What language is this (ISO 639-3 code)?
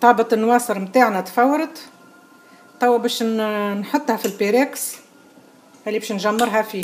aeb